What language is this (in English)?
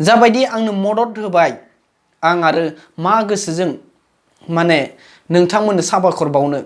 Bodo